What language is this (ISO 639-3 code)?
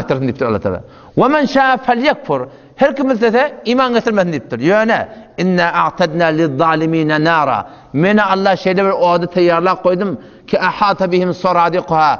tuk